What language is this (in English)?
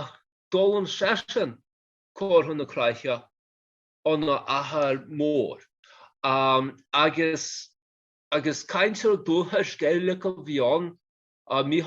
Irish